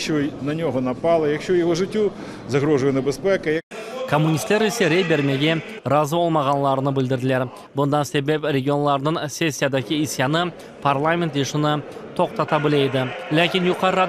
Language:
Crimean Tatar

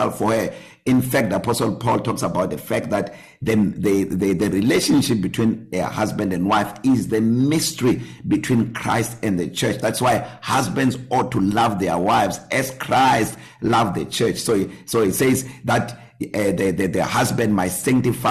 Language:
English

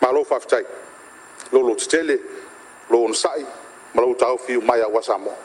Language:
Samoan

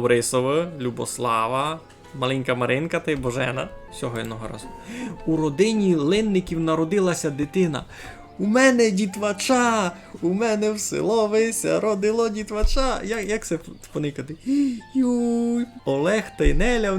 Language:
Rusyn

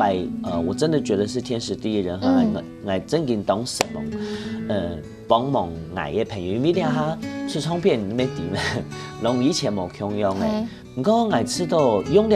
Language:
Hakka Chinese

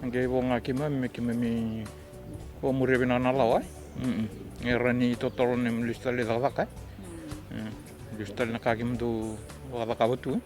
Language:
Fijian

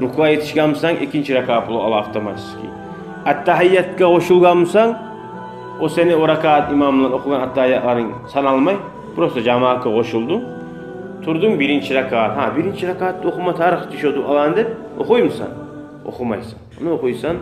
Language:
Kumyk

